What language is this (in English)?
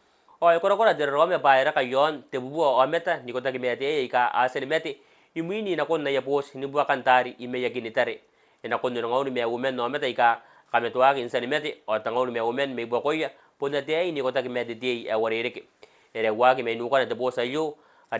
Gilbertese